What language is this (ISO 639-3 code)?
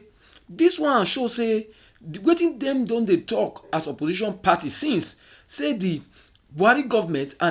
pcm